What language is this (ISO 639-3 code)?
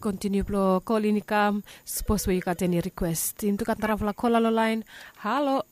bis